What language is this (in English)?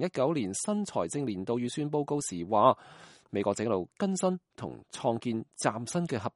Cantonese